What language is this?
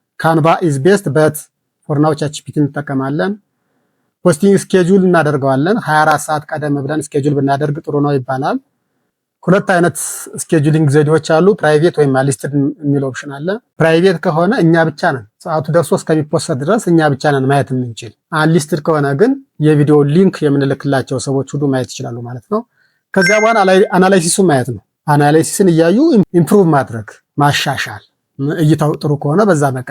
Amharic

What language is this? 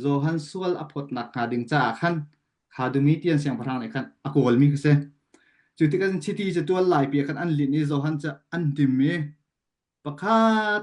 Hakha Chin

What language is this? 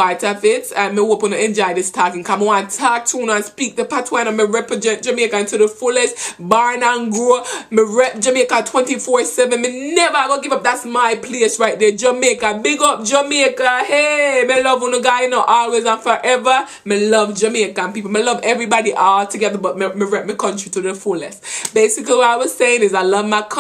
Jamaican Creole English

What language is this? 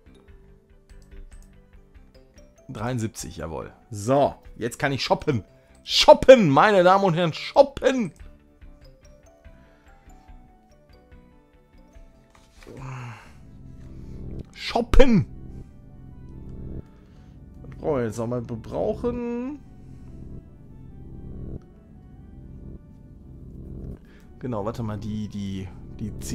German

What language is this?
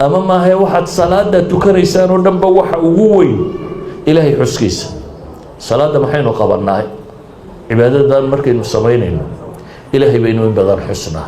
Somali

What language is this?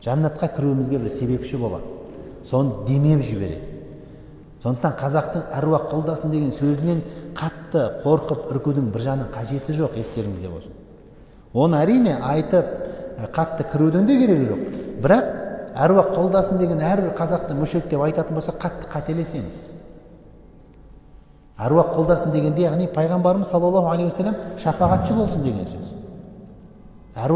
Kazakh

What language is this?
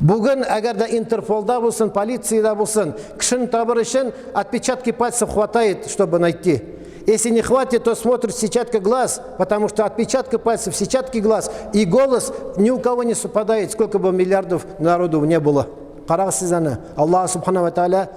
Tatar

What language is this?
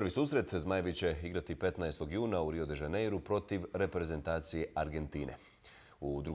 Bosnian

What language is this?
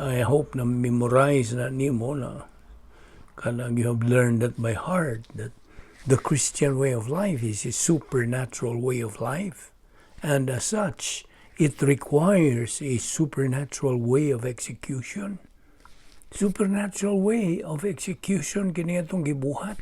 Cebuano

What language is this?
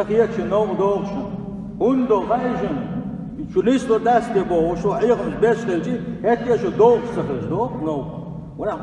Chechen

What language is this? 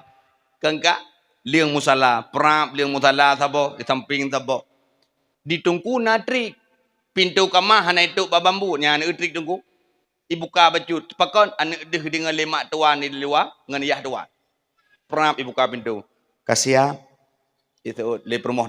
Achinese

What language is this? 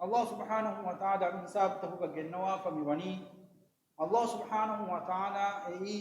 Divehi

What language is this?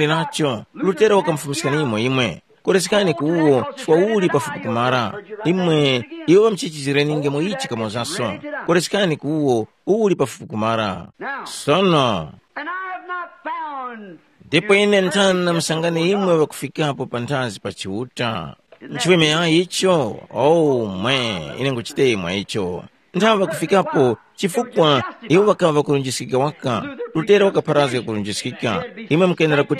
Tumbuka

